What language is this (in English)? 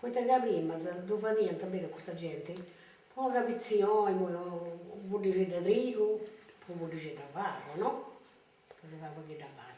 Sardinian